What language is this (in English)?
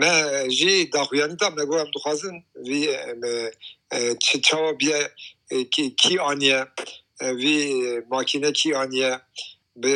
Kurdish